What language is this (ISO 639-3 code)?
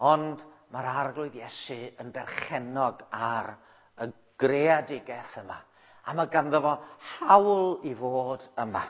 cym